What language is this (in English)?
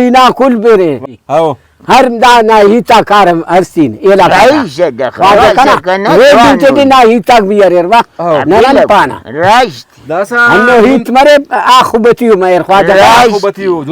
Brahui